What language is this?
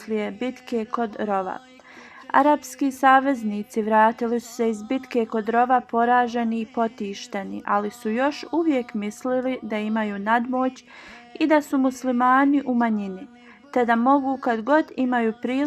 Bosnian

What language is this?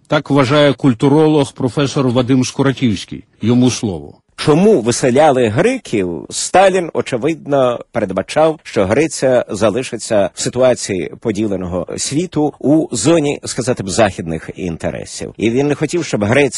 Ukrainian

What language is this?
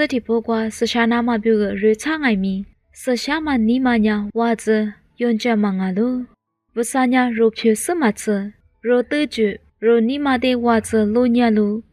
Lisu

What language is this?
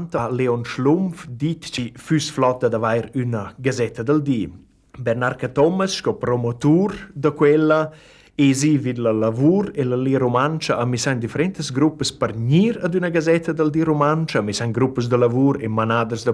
Romansh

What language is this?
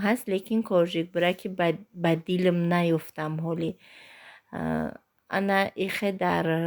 Tajik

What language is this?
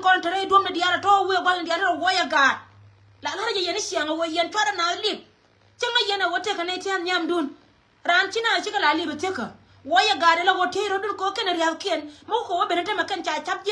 Nuer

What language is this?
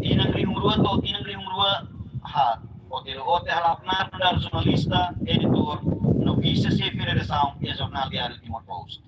Tetum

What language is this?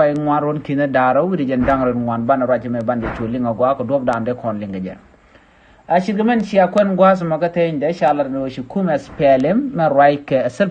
Nuer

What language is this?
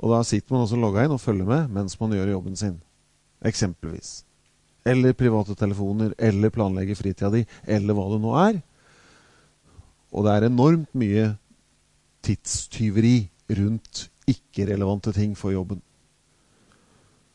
Norwegian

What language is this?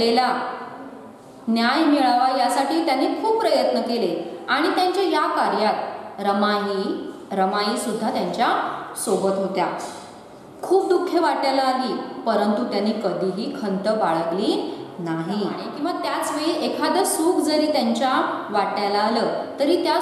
Marathi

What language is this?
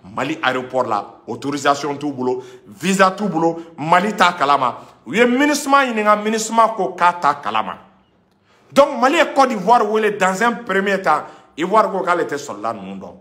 Bambara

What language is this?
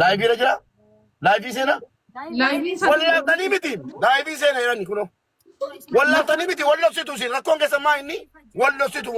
Oromo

